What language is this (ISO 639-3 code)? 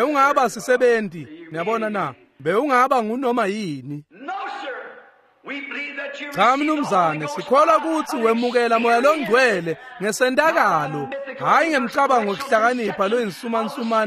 ssw